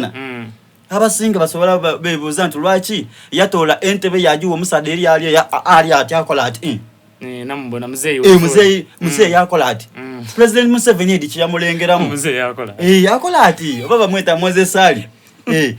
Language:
Soga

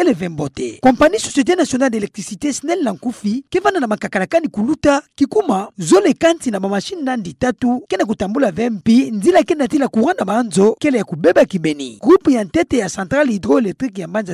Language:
Kituba (Democratic Republic of Congo)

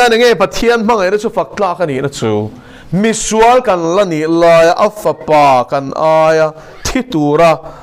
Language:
Mizo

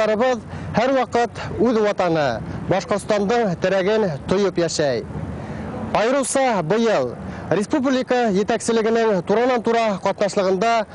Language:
Bashkir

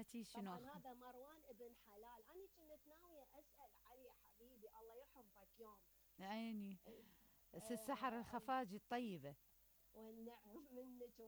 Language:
Mesopotamian Arabic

